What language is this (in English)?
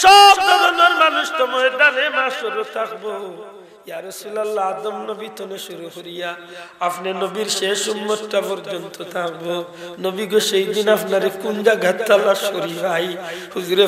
Sylheti